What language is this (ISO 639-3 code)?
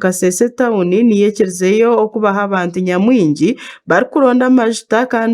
nyn